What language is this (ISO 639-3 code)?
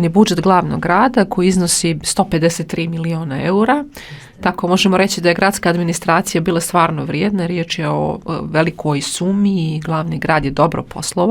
bos